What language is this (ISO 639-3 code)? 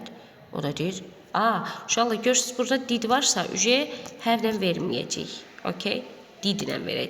aze